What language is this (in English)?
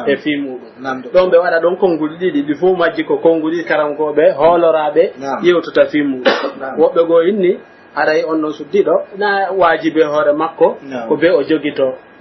Pular